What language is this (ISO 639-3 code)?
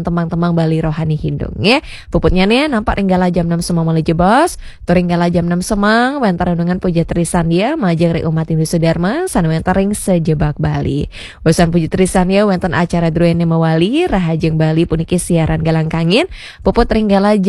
ban